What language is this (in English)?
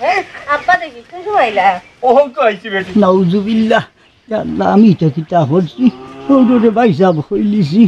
Sylheti